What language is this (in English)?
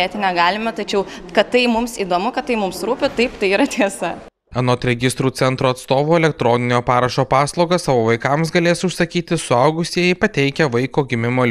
Lithuanian